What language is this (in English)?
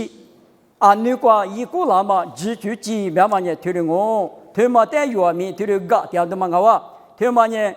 Lisu